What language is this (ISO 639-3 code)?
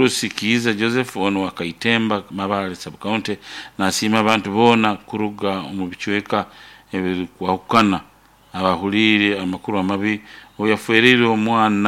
nyo